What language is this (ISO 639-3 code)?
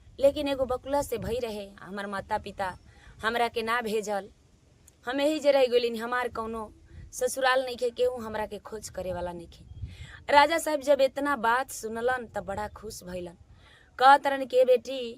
bho